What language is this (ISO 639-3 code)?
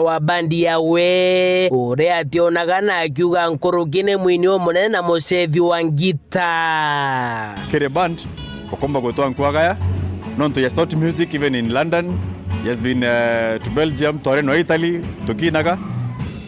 mer